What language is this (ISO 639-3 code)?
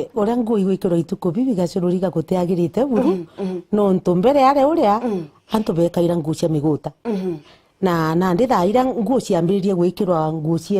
mer